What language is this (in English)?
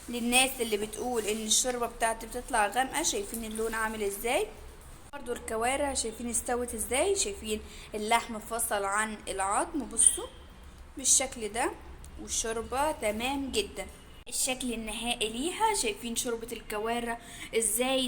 Egyptian Arabic